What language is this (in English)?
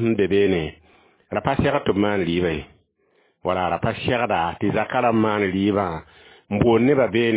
Mossi